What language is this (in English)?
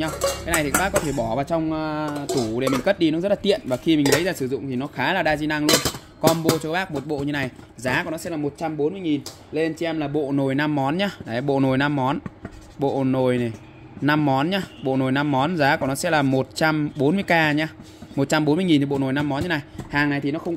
Vietnamese